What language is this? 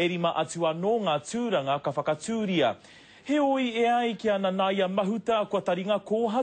Māori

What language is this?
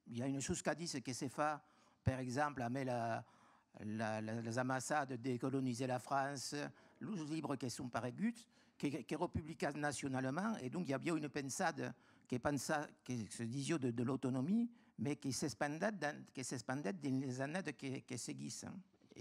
Occitan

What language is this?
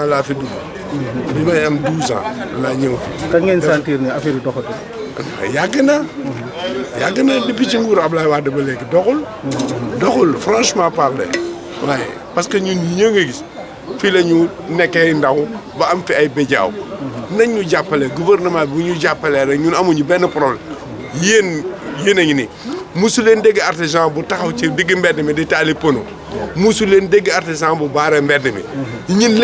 Wolof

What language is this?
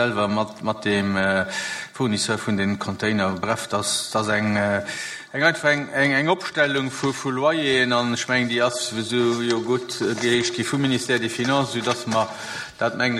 Luxembourgish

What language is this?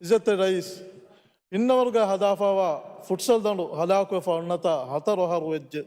Divehi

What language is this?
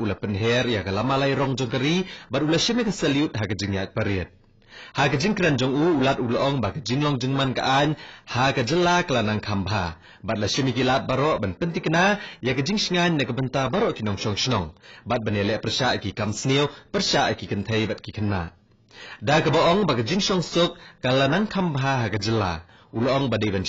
Khasi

